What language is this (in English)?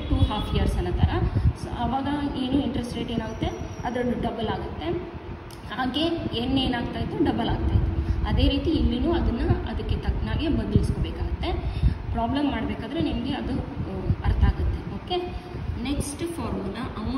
Kannada